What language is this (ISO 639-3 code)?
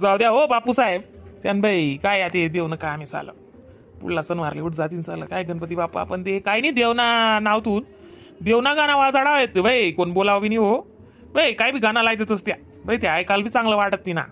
khn